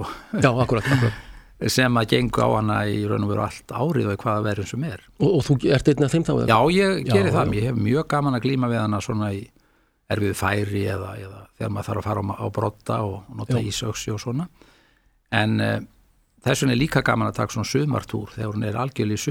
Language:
Icelandic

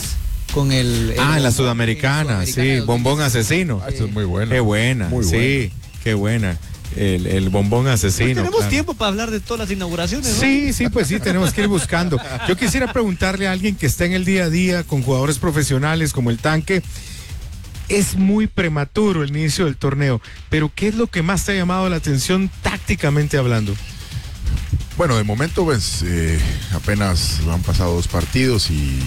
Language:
Spanish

